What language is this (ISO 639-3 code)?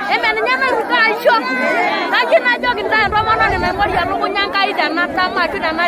mas